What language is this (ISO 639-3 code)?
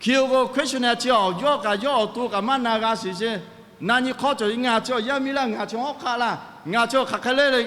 lhu